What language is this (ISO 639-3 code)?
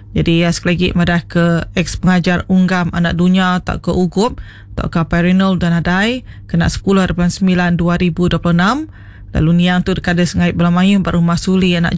iba